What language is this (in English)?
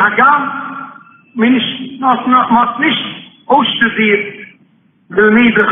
Yiddish